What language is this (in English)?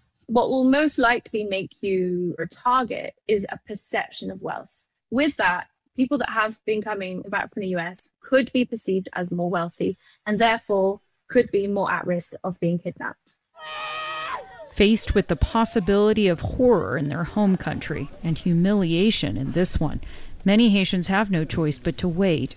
English